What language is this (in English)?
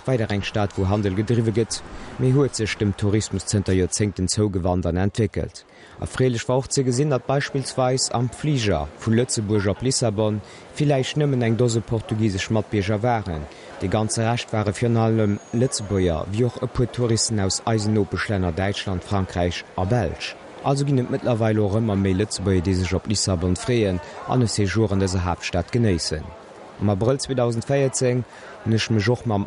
Luxembourgish